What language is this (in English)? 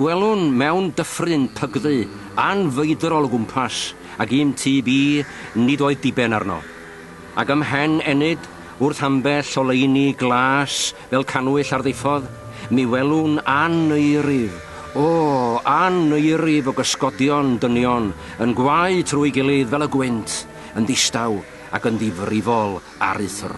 Welsh